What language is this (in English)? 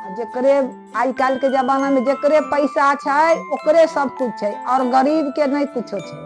Maithili